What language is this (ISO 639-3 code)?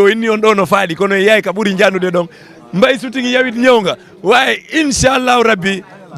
ful